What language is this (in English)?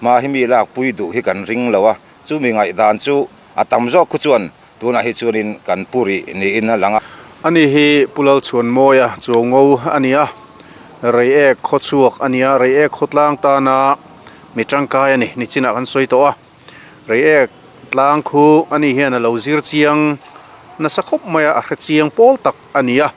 Mizo